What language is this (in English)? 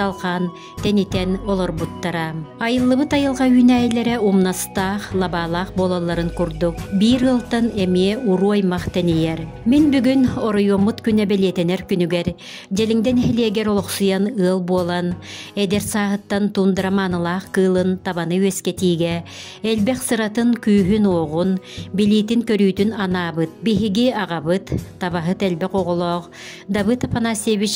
Yakut